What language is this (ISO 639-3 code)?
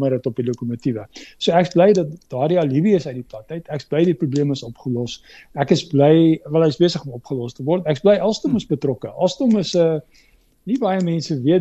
afr